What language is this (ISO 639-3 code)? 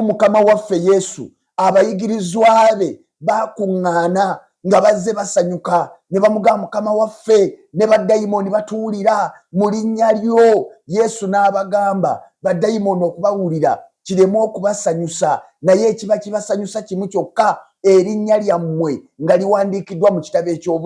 lug